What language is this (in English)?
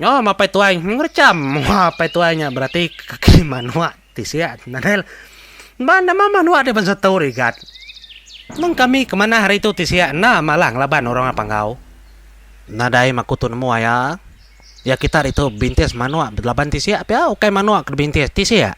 Iban